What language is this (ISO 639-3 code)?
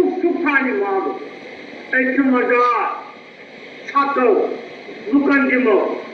kas